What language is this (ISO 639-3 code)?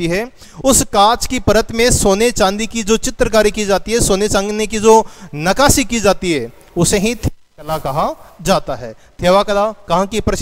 hin